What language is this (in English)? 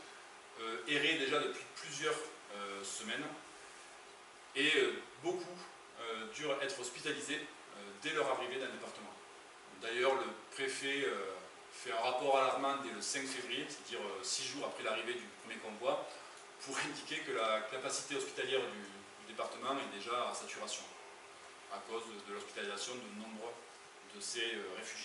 French